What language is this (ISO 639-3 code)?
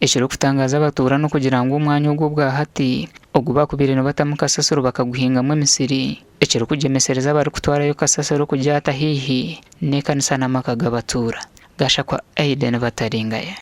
nyn